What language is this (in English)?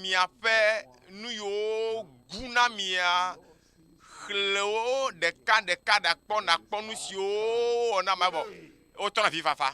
Ewe